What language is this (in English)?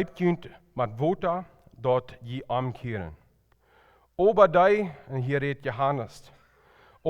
Plautdietsch